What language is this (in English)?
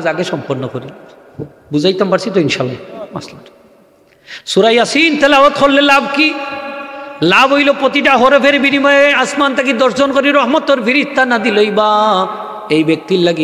Sylheti